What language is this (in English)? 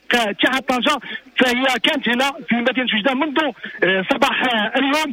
Moroccan Arabic